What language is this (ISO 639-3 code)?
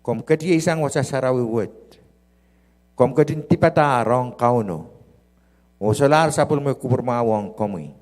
pon